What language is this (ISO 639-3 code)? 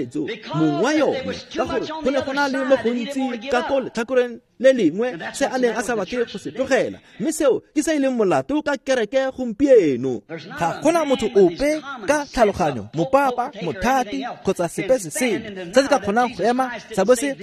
tsn